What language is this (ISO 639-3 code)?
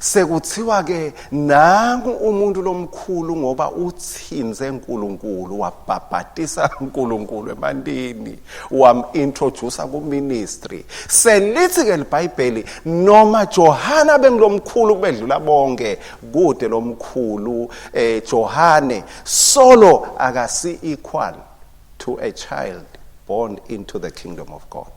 ssw